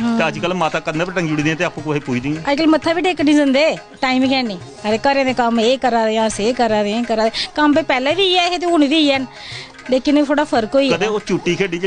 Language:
Dogri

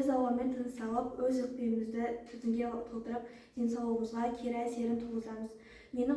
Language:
Kazakh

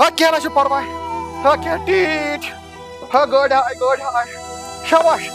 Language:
Kashmiri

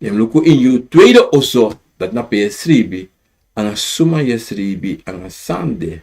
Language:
Sranan Tongo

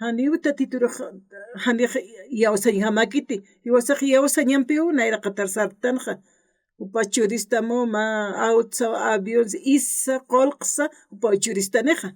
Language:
Aymara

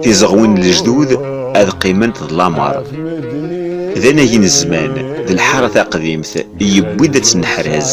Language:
Kabyle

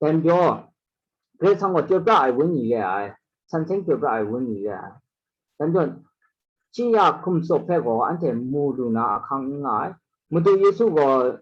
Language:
Kachin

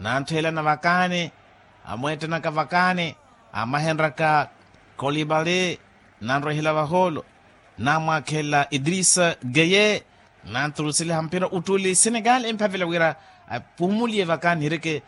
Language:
Makhuwa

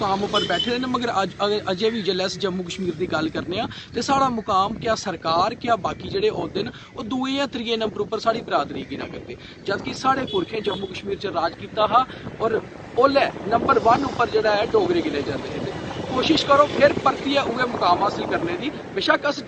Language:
Dogri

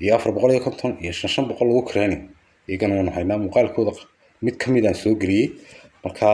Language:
Somali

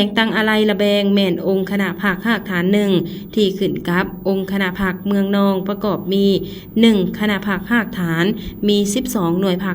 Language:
Lao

